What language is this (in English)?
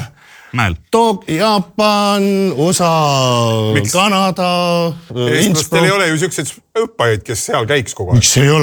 Estonian